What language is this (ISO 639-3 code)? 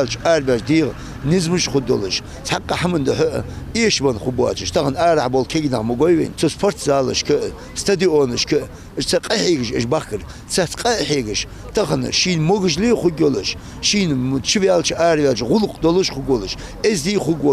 inh